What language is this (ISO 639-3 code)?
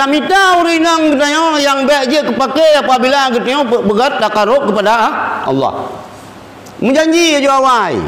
ace